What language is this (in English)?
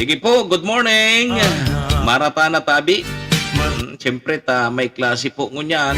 Bikol